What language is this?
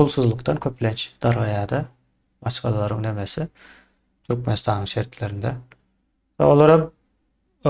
Turkmen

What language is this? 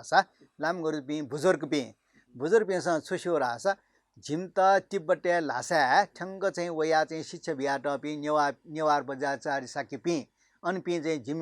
Newari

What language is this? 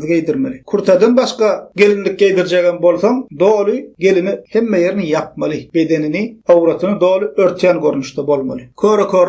Turkmen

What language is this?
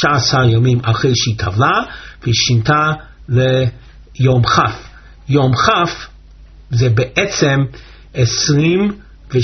Hebrew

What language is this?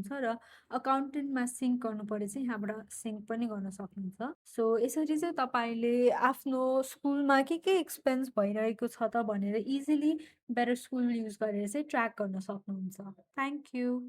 Nepali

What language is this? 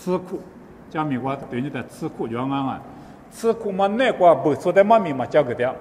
Lisu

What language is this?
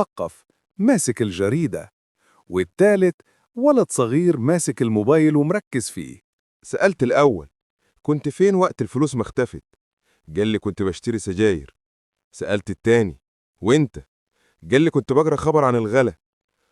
Egyptian Arabic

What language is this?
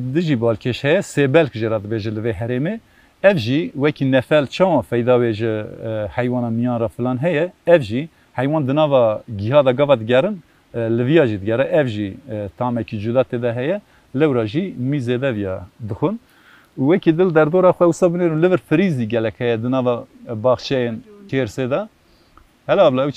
Kurdish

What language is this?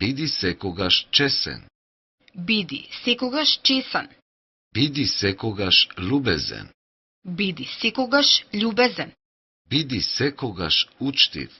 Macedonian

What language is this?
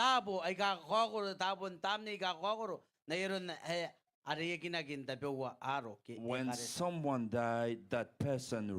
Gilbertese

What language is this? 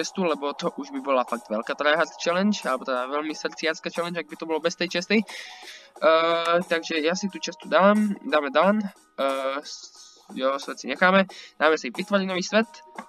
Slovak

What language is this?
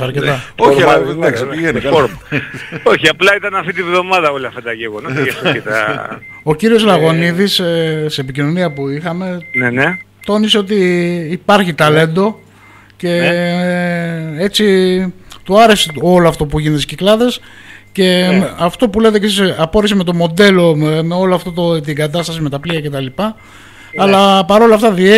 Greek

